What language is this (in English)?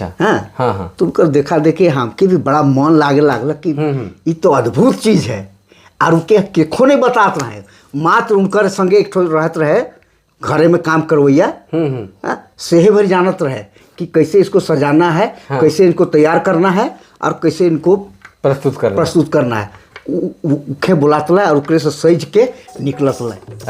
Sadri